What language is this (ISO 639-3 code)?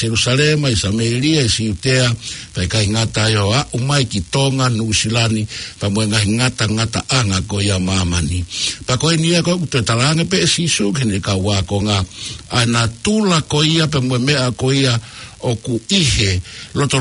ton